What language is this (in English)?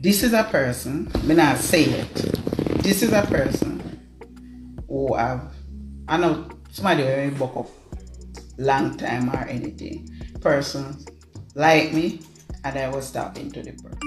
Jamaican Creole English